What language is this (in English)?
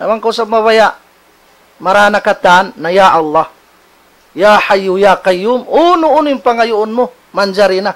Tausug